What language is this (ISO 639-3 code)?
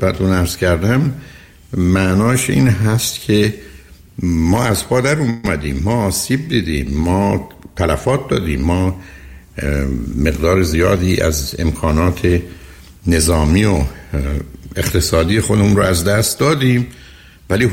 fas